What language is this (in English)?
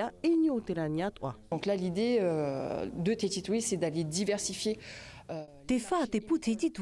Tahitian